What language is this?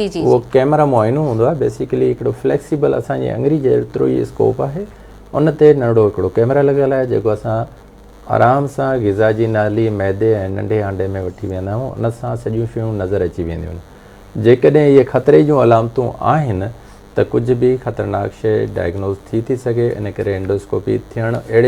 Sindhi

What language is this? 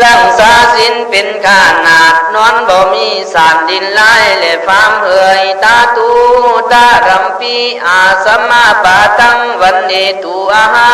Khün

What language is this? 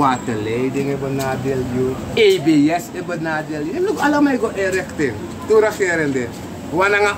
Sranan Tongo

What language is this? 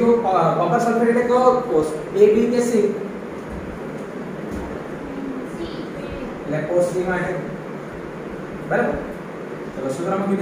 Gujarati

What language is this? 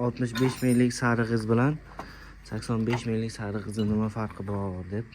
Uzbek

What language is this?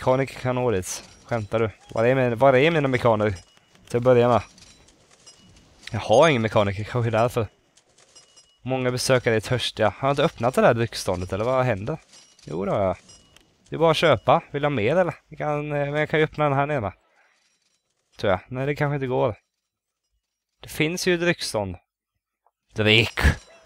Swedish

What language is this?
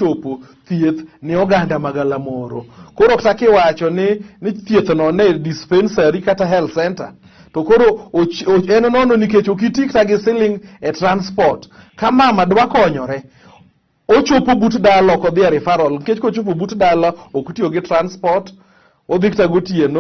Luo (Kenya and Tanzania)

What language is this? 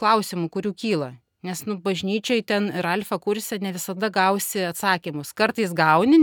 Lithuanian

